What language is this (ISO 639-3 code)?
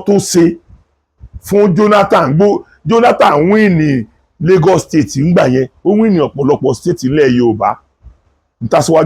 yor